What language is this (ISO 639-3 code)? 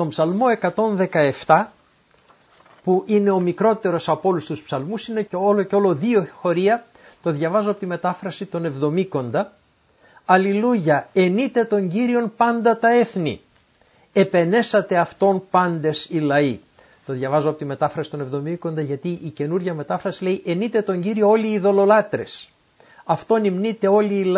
ell